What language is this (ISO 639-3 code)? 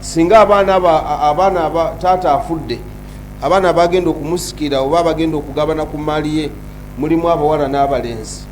lug